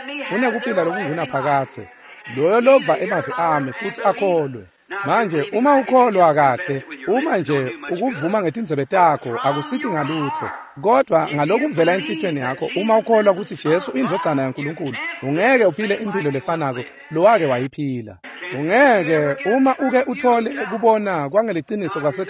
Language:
Swati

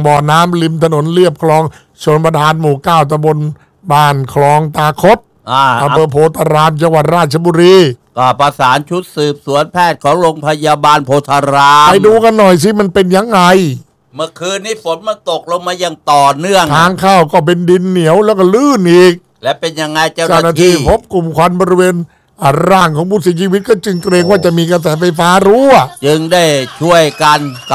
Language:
Thai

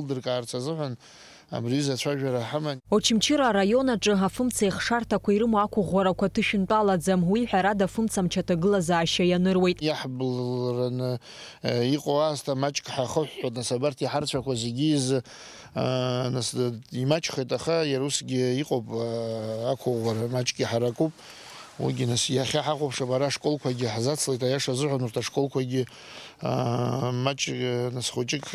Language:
Abkhazian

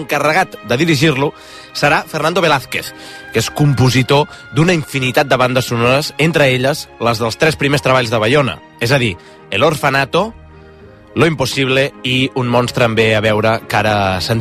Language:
Catalan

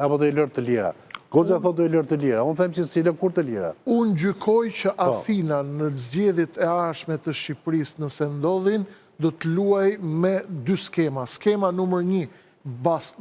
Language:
Albanian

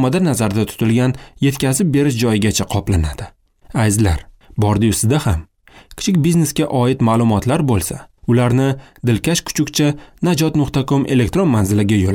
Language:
Uzbek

